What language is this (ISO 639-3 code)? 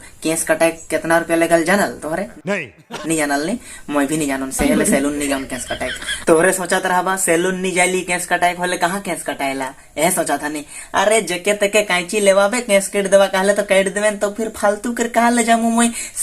sck